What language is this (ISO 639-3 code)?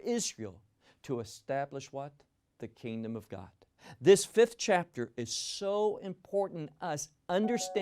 eng